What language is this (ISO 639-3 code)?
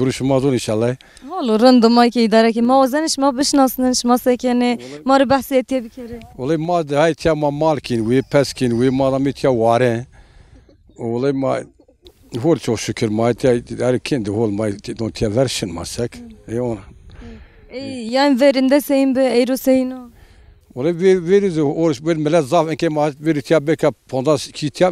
zza